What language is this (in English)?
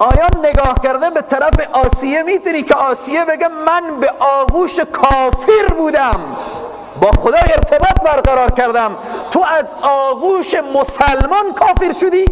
Persian